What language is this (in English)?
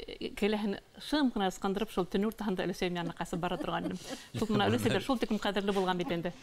Bashkir